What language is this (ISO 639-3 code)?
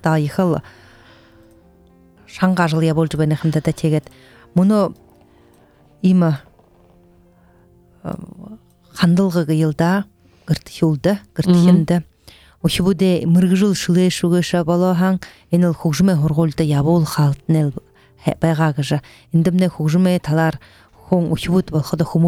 bua